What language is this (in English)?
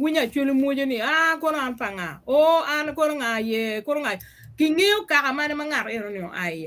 Acoli